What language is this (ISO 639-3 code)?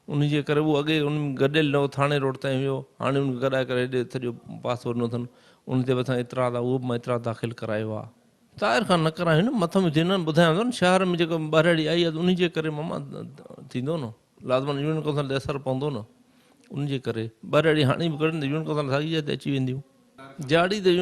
snd